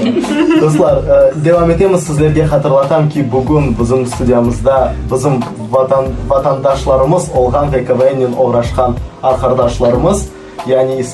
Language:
Crimean Tatar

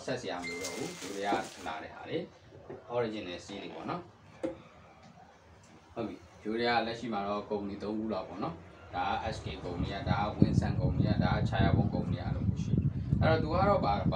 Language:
Burmese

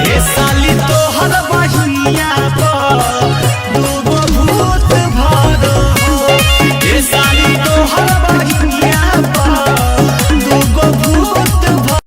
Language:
Magahi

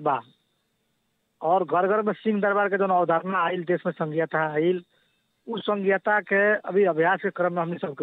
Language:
Bhojpuri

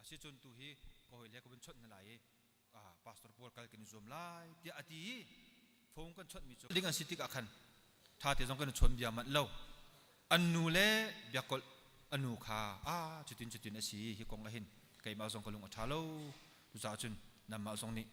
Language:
Hakha Chin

